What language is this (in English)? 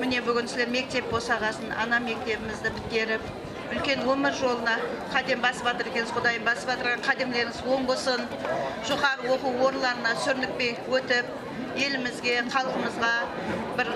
Kara-Kalpak